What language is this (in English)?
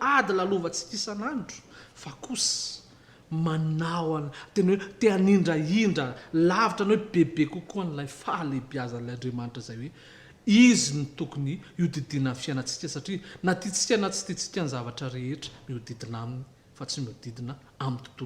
Malagasy